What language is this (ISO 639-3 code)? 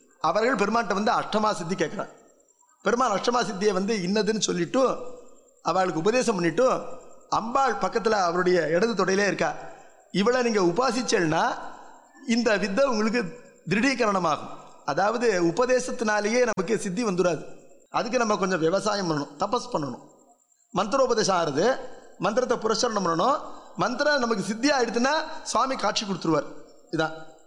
tam